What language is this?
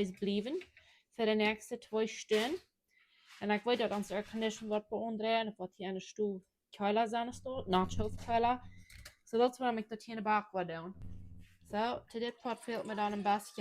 Plautdietsch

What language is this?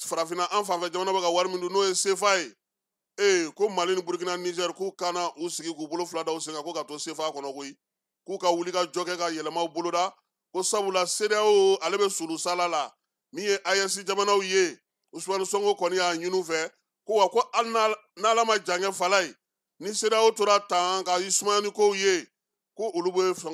Bambara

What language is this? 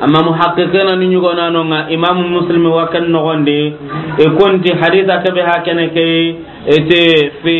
Soninke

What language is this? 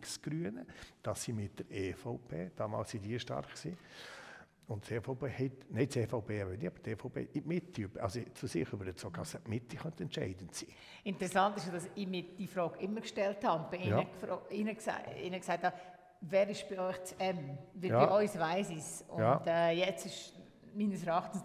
Swiss German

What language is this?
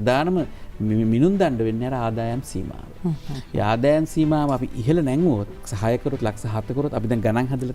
Sinhala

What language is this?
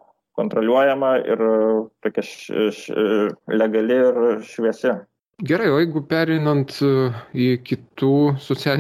Lithuanian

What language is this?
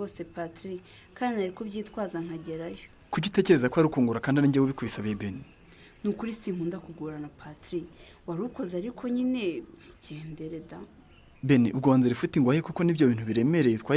Kinyarwanda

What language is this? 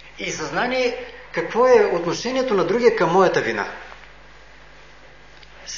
Bulgarian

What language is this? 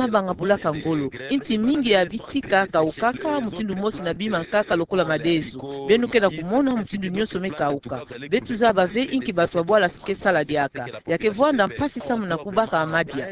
Kituba (Democratic Republic of Congo)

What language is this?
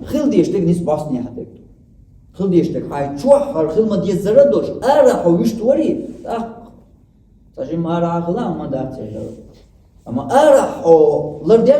Chechen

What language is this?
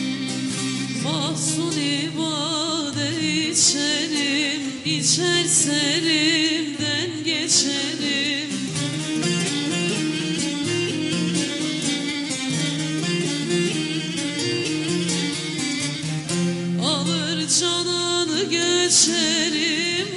Turkish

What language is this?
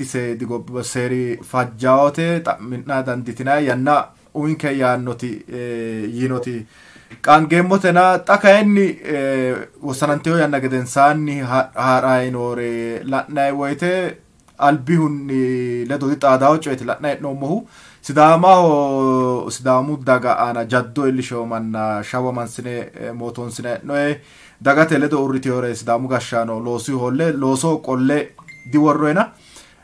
Sidamo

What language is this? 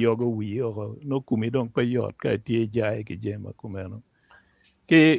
Acoli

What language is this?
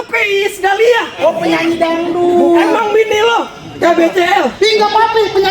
Betawi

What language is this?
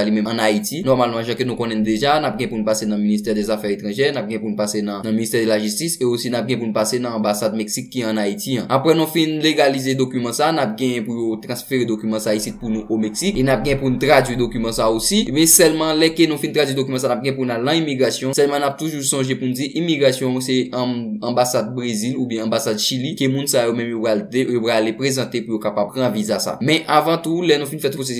Haitian Creole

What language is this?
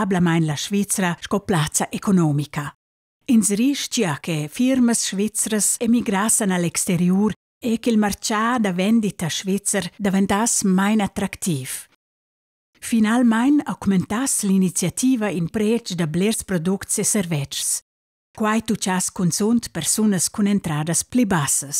Romansh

